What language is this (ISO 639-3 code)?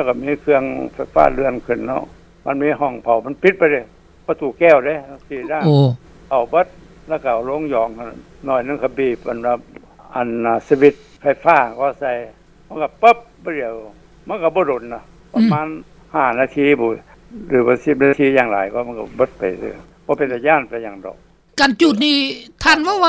lao